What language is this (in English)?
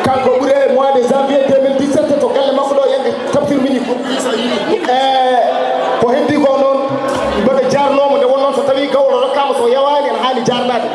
Fula